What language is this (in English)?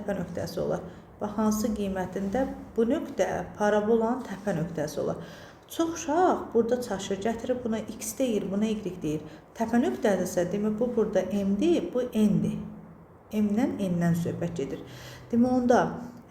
Azerbaijani